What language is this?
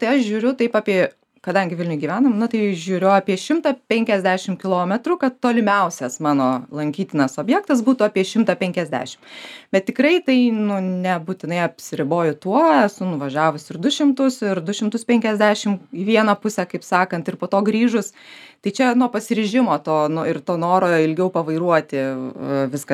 Lithuanian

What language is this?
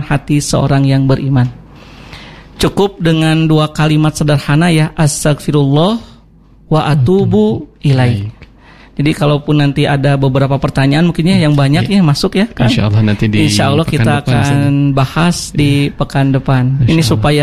Indonesian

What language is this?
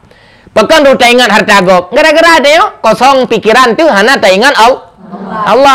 Achinese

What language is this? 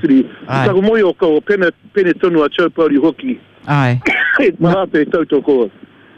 Māori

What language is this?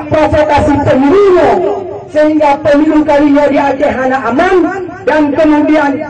Achinese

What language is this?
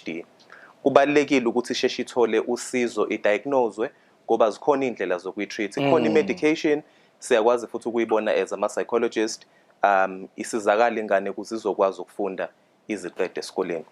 Zulu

